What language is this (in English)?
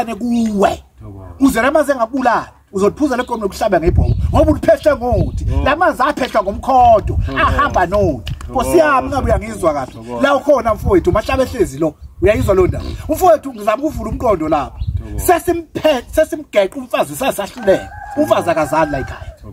Zulu